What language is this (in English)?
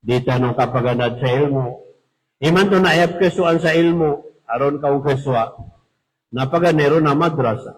Maranao